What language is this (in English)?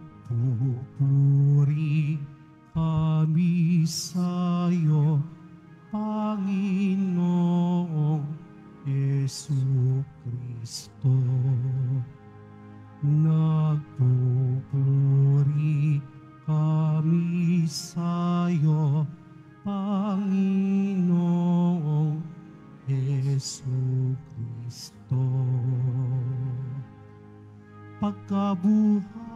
Filipino